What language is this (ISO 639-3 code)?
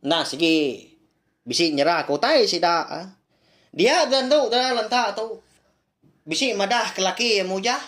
iba